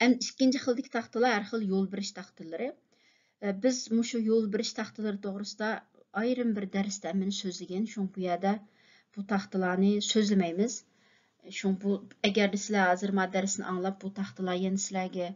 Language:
Uyghur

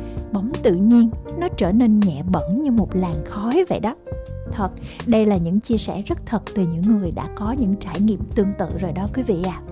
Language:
Vietnamese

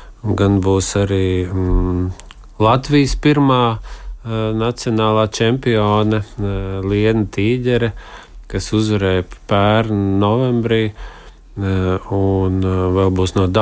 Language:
Latvian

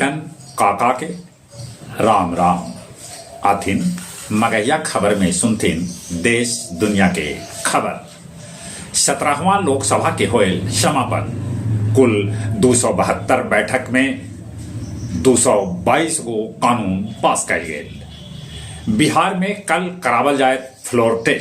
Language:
Magahi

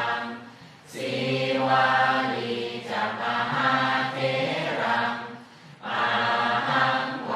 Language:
Pali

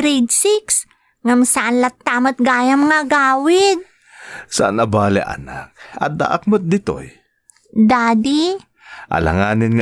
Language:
Iloko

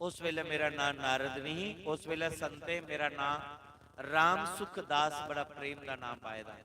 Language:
Dogri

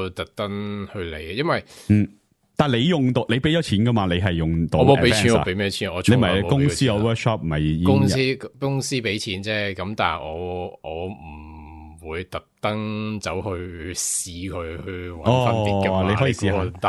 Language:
Cantonese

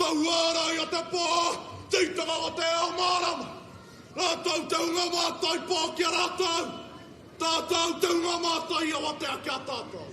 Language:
Māori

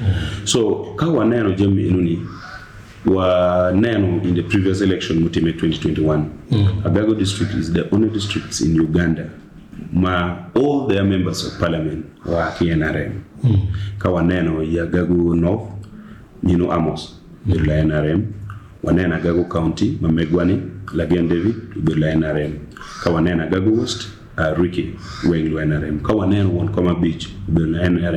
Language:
Acoli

